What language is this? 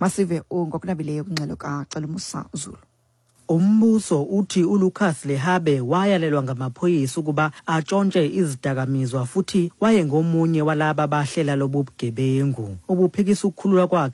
Xhosa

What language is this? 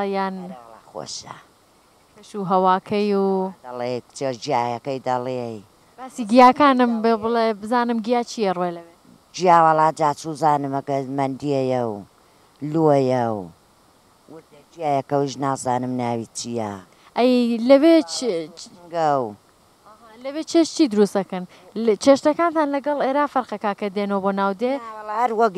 Central Kurdish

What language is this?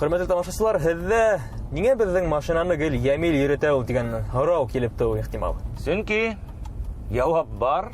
Bashkir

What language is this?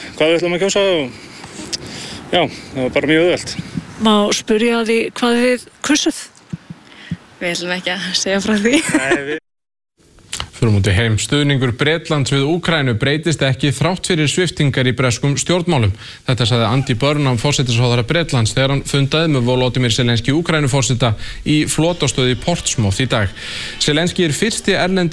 Icelandic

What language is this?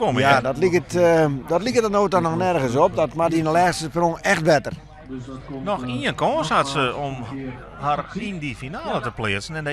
Western Frisian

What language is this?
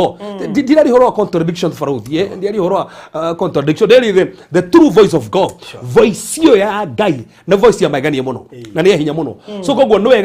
Kikuyu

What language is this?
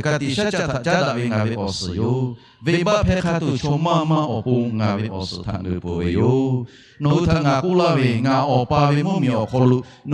Lahu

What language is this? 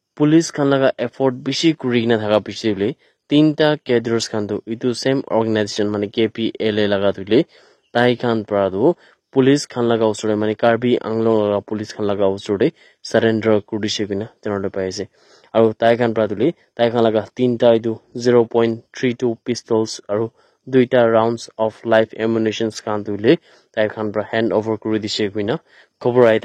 Naga Pidgin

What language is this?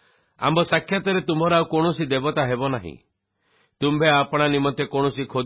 Odia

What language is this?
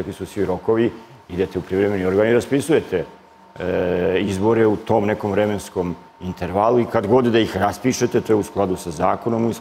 Serbian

